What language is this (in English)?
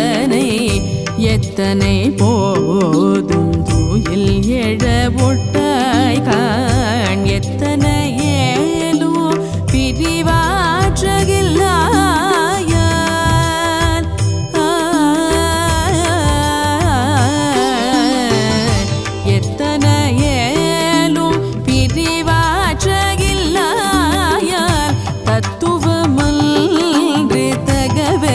Tamil